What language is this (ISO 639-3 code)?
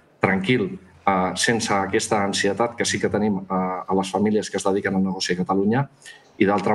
cat